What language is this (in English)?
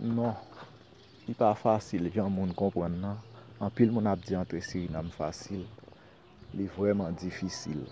Haitian Creole